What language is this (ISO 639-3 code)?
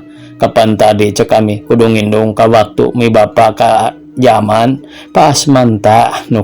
sun